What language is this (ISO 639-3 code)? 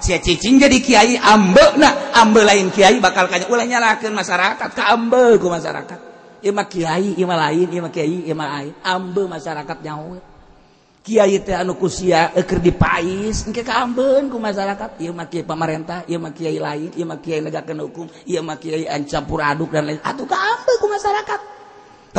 sun